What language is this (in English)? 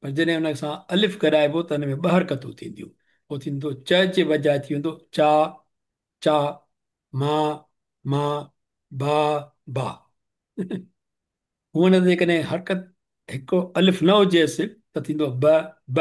Sindhi